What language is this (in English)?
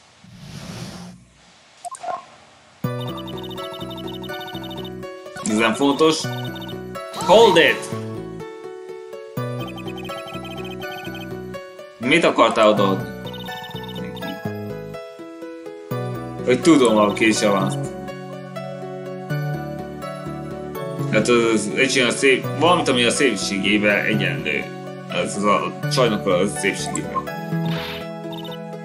Hungarian